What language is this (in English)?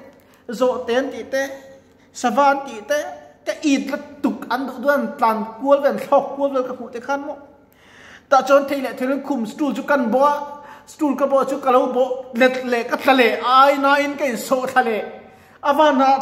Mizo